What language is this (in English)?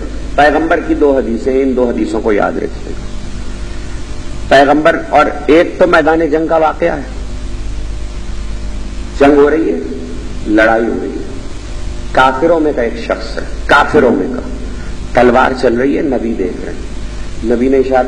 Urdu